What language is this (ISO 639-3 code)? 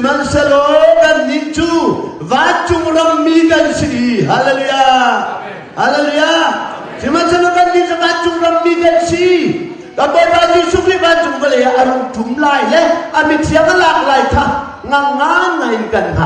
cnh